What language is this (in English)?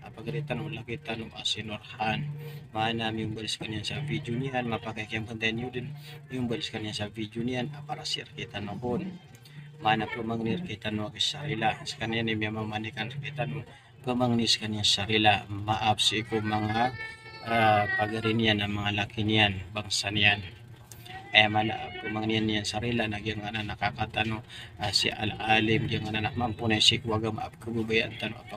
Maranao